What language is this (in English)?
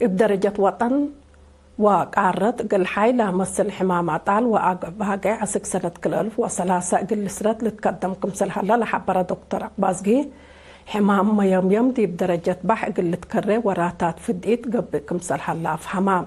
Tigre